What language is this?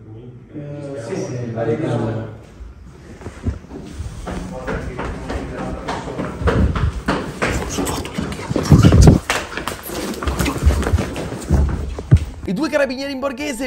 Italian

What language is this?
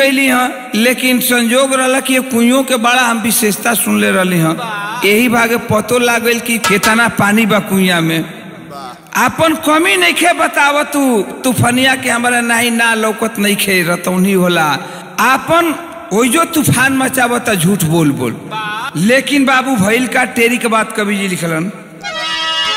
Bhojpuri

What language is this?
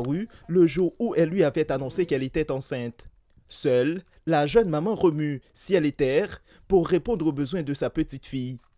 French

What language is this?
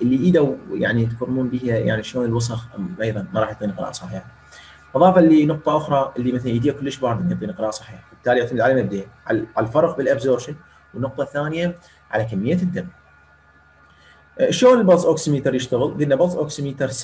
Mesopotamian Arabic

